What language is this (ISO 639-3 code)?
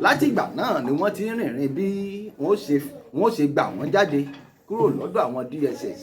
yor